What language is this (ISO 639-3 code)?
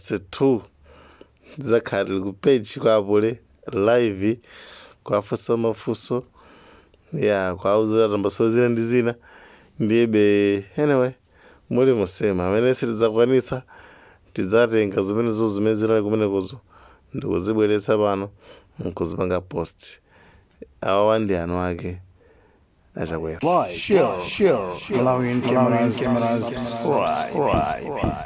nya